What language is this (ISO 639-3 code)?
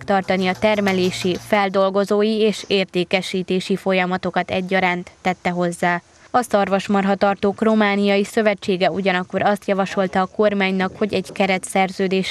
hun